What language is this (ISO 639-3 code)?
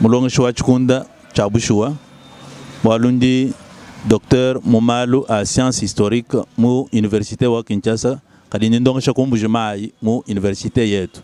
lua